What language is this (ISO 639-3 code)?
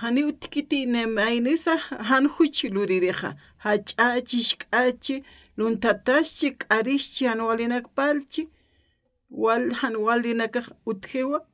aym